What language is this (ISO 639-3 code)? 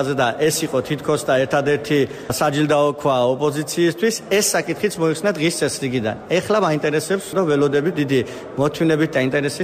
kat